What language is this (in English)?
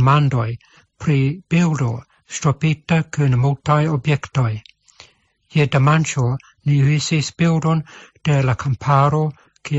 Esperanto